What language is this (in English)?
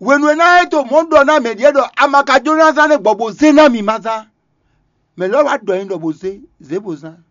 Fon